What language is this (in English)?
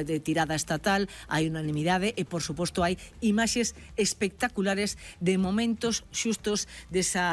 Galician